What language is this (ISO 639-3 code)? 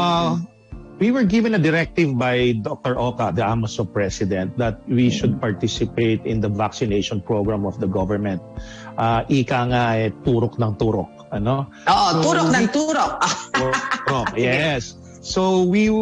fil